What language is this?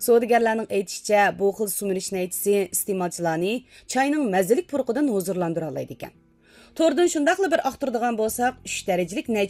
Uyghur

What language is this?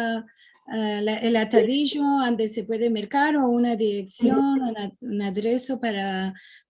Ladino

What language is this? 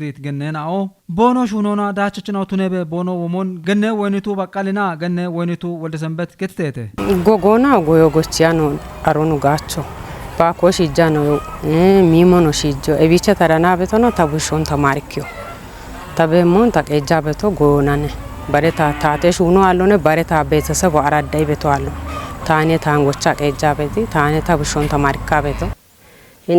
Kafa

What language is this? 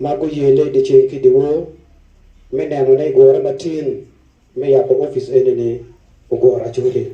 Acoli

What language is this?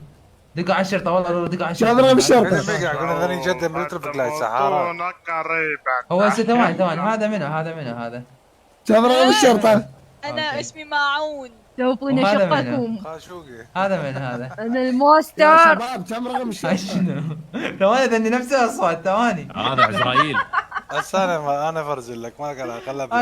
Mesopotamian Arabic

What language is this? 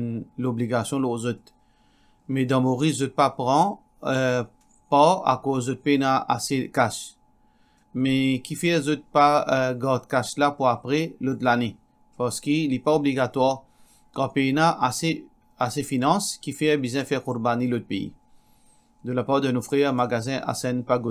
Morisyen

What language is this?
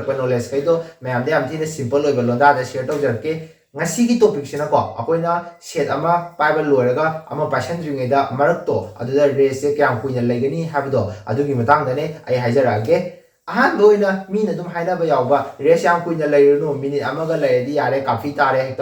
Manipuri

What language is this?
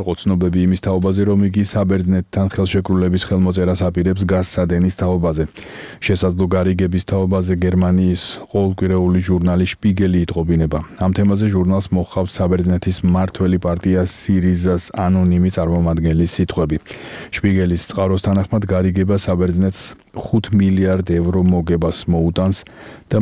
Georgian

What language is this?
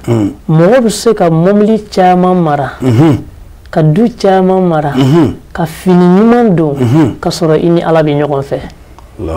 Bambara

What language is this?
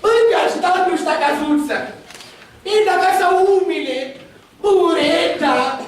Sicilian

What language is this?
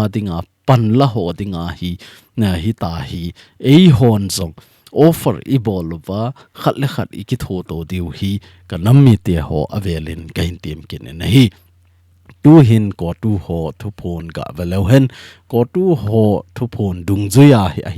Thado Chin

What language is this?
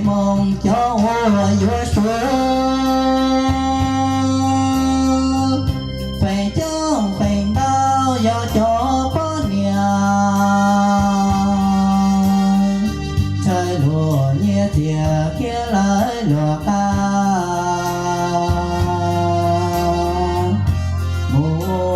Hmong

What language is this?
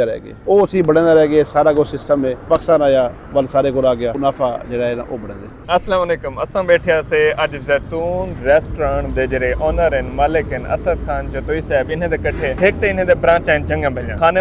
Saraiki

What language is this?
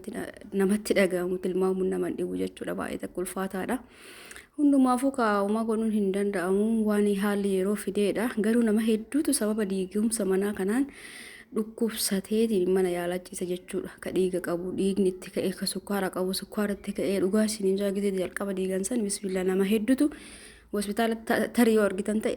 Oromo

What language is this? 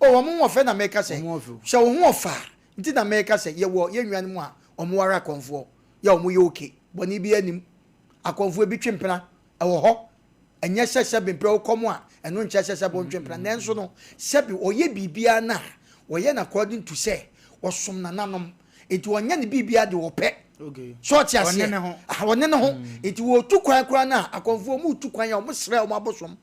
Akan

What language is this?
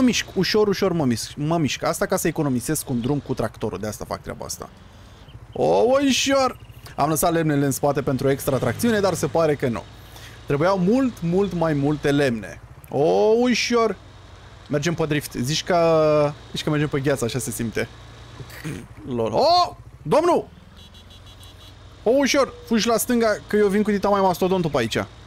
Romanian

